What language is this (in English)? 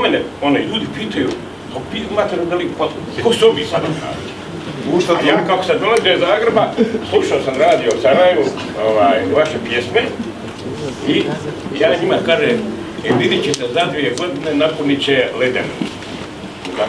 Croatian